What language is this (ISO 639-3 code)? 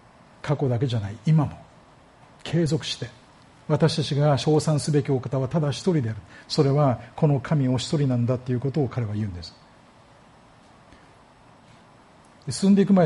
jpn